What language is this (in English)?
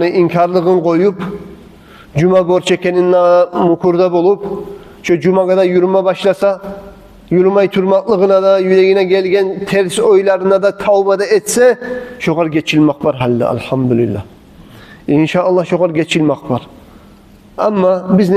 Kumyk